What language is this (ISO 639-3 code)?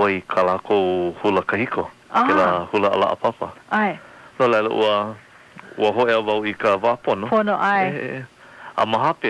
haw